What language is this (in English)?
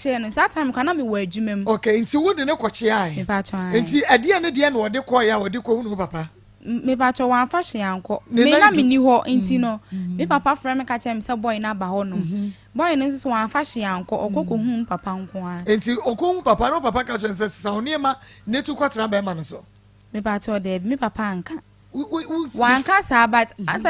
Akan